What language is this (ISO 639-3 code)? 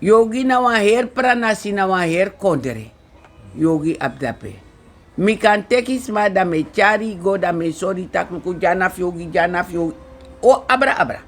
srn